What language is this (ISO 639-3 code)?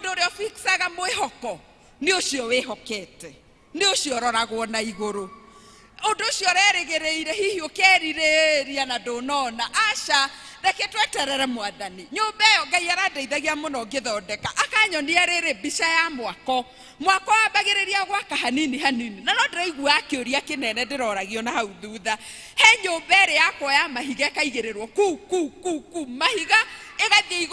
kik